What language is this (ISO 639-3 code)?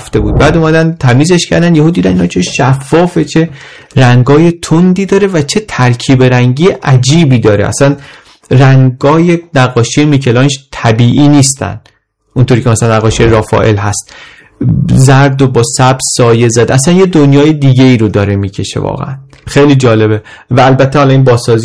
fas